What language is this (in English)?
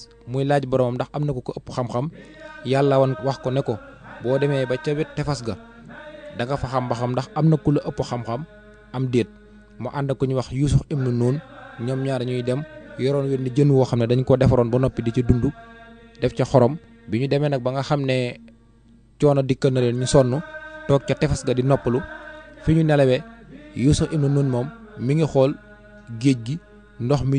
Wolof